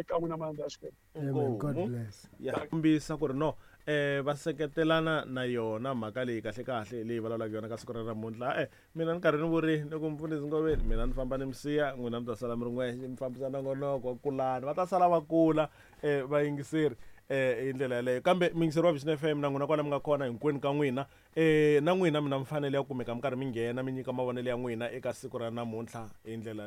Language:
Tsonga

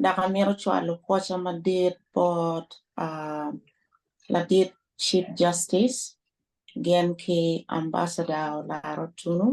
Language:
Acoli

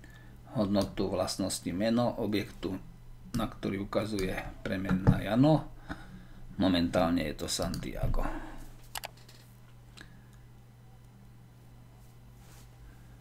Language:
Slovak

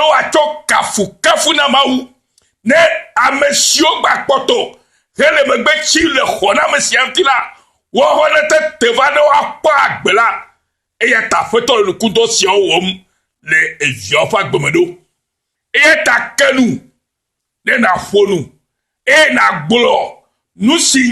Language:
Ewe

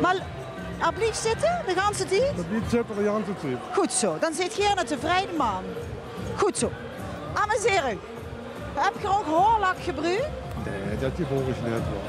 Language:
Limburgish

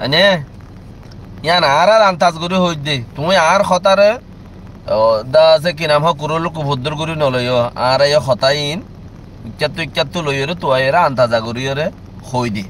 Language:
Rohingya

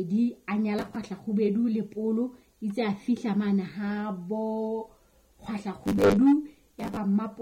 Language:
Southern Sotho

